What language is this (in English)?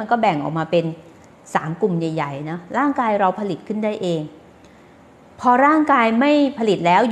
Thai